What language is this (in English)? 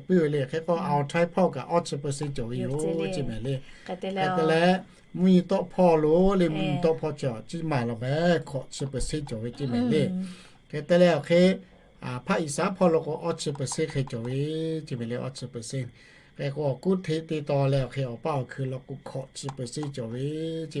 Lahu